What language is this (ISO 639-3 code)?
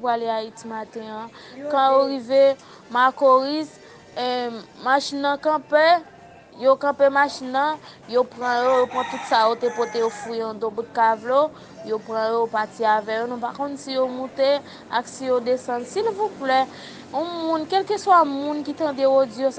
hat